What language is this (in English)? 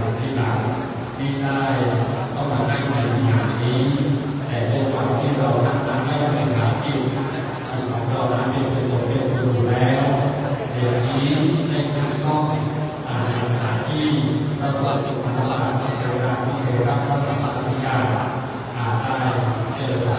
Thai